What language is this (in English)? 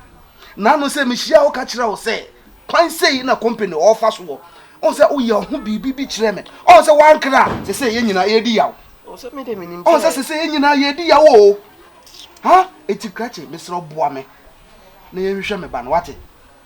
Akan